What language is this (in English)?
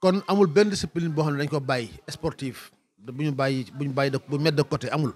Wolof